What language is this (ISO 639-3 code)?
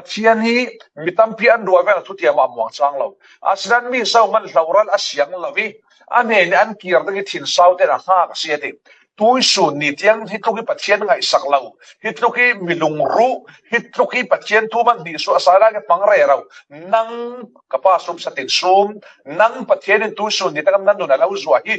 cfm